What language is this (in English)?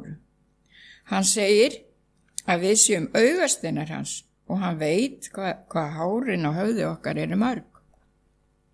Icelandic